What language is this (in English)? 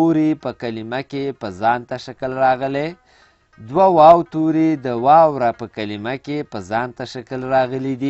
Pashto